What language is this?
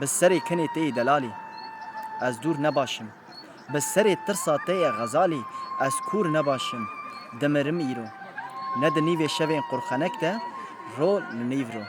Kurdish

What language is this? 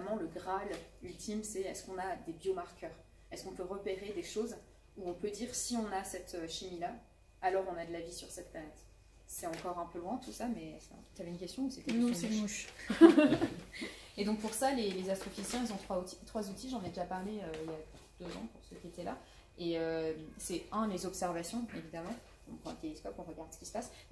French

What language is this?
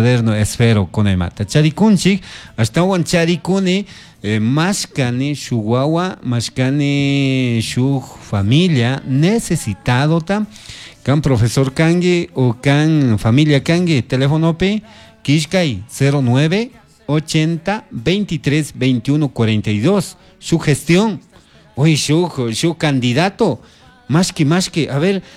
Chimborazo Highland Quichua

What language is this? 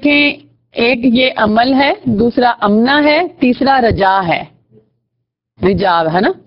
Urdu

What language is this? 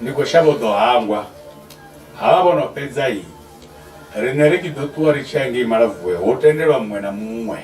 Venda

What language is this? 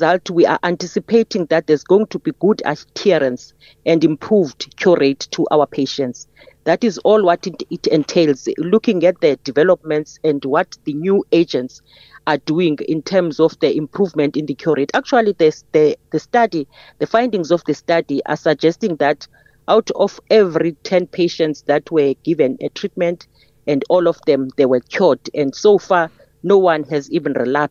English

